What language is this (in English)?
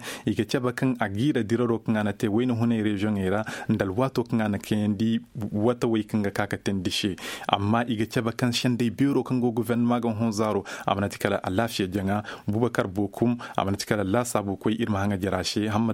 Koyraboro Senni